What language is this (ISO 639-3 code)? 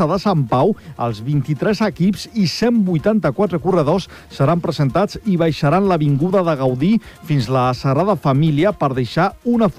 cat